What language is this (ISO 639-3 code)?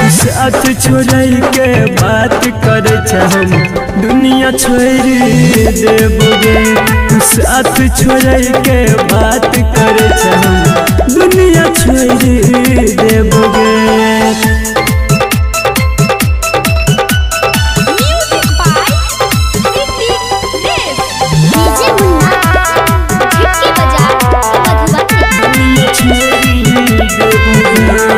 bho